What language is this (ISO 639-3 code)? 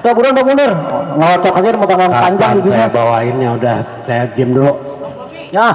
bew